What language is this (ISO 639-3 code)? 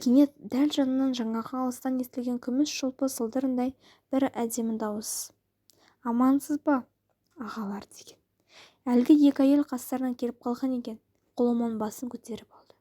kaz